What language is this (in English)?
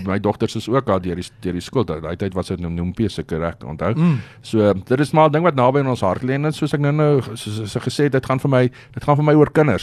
Afrikaans